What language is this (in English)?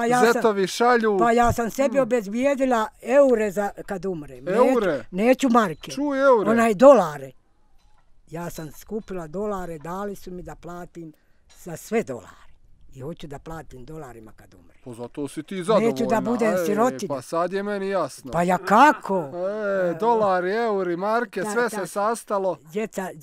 Bosnian